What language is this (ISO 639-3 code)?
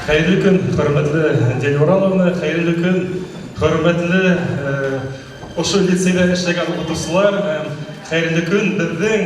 bak